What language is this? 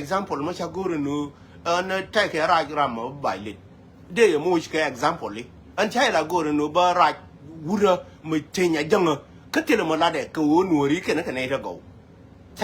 Nuer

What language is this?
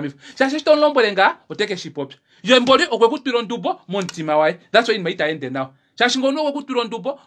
Kuanyama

